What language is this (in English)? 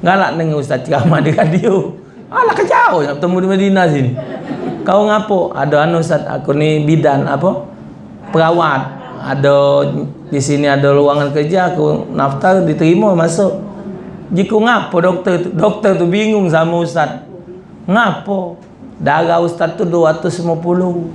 Musi